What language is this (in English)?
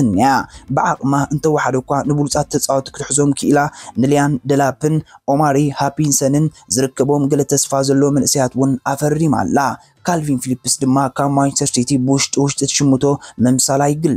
Tigrinya